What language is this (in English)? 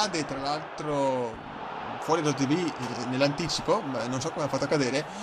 Italian